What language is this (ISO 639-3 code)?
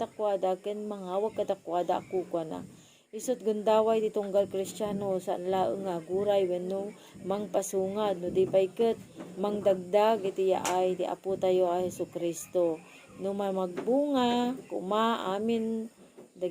ilo